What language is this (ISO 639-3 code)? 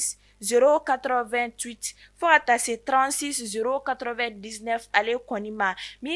bam